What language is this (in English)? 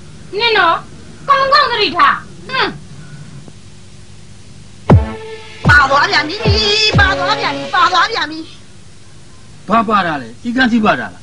Burmese